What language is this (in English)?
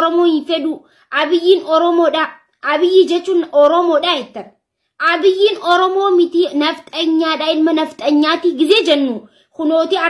Oromo